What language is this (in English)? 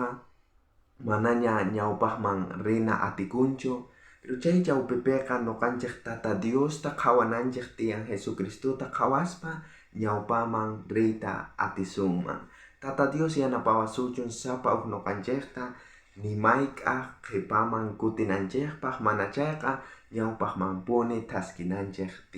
South Bolivian Quechua